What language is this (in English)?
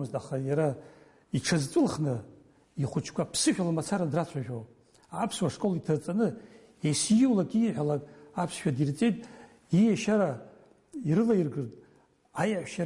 Abkhazian